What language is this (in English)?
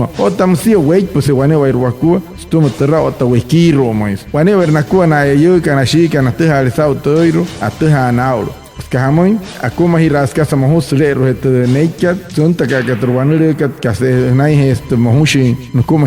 Wayuu